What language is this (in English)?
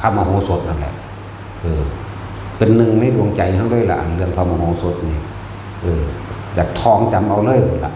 Northeastern Thai